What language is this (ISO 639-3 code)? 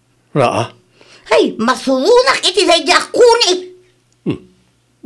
ilo